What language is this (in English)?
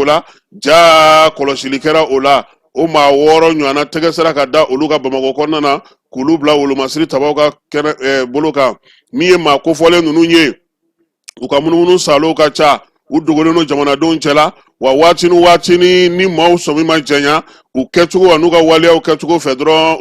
Bambara